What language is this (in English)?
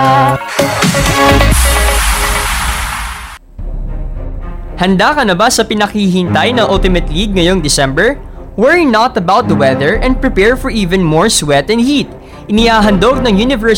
Filipino